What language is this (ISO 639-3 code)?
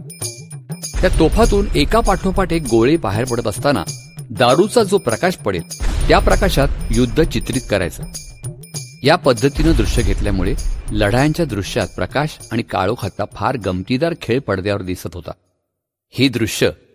mar